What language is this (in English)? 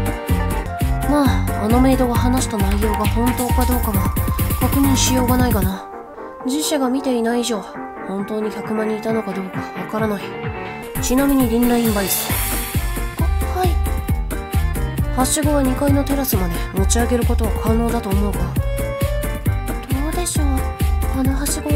Japanese